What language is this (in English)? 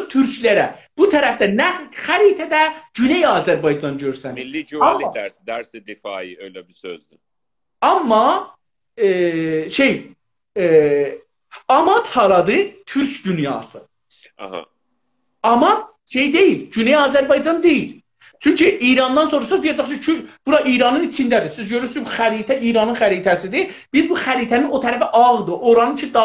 South Azerbaijani